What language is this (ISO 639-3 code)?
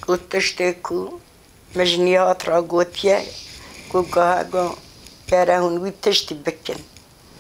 kur